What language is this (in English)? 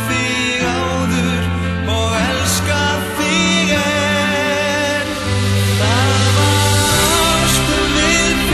Icelandic